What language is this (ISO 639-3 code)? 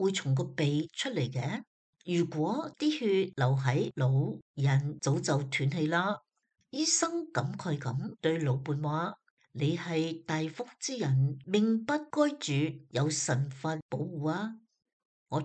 yue